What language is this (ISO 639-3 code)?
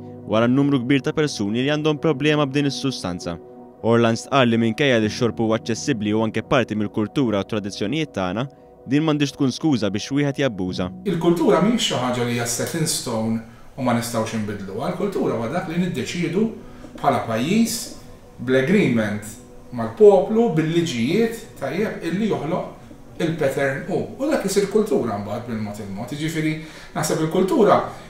mlt